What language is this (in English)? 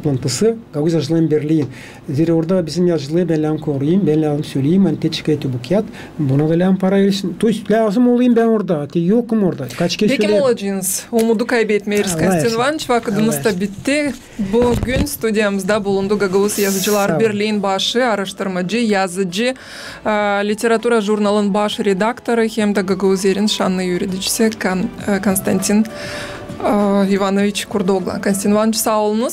Gagauz